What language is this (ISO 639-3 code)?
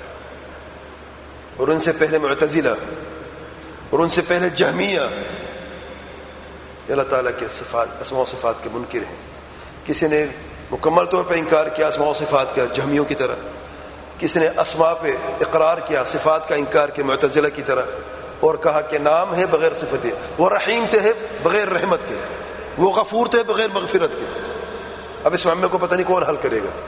urd